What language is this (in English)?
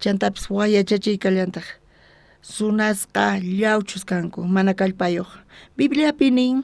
South Bolivian Quechua